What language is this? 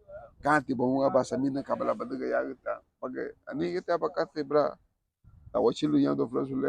Garifuna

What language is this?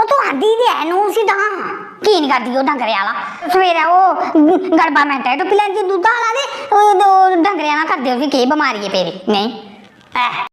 Dogri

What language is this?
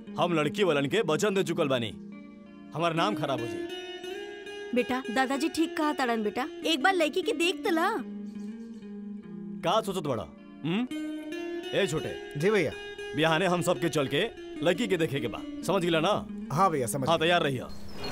Bhojpuri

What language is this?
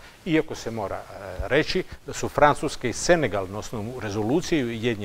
Serbian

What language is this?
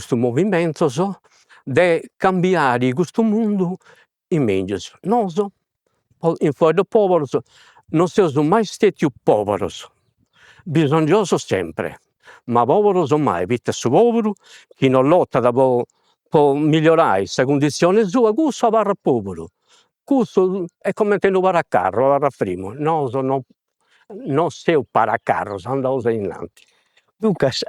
Sardinian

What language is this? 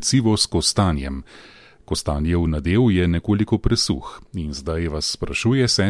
Slovenian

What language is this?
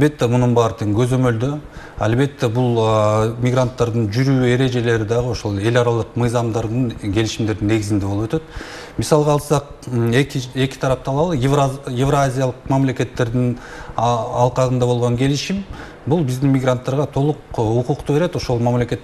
Kyrgyz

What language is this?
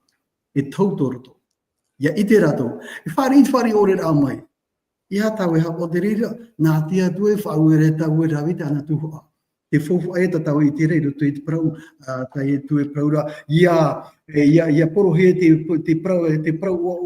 Tahitian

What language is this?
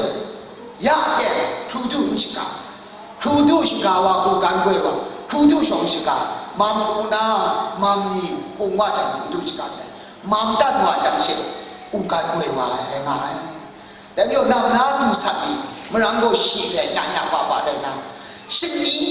Kachin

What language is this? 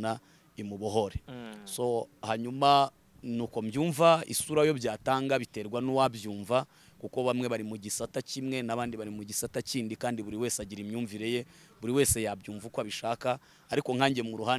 Kinyarwanda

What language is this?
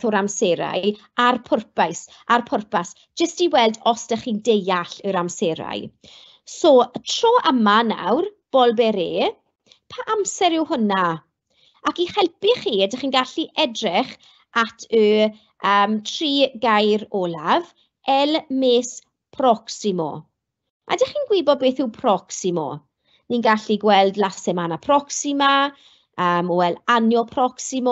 Welsh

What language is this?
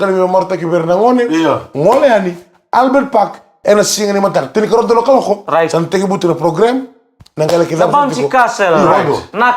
Fijian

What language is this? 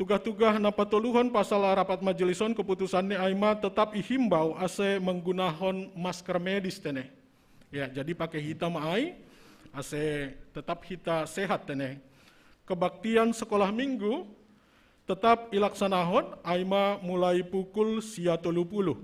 Batak Simalungun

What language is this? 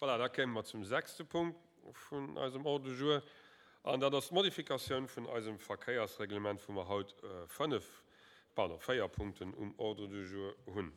Luxembourgish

